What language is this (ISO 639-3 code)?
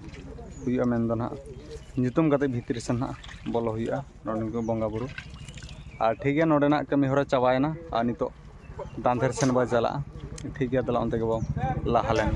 sat